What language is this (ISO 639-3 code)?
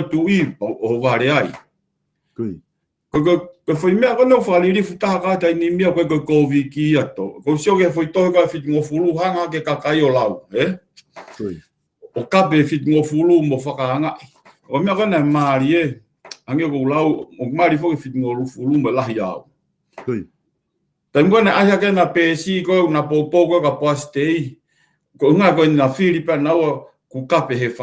ton